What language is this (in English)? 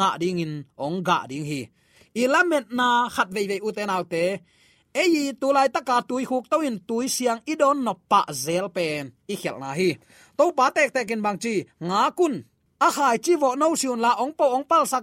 Tedim Chin